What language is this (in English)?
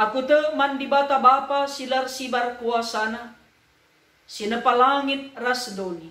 Batak Karo